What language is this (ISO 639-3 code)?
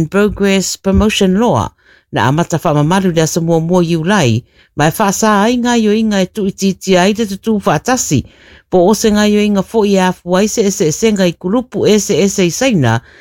smo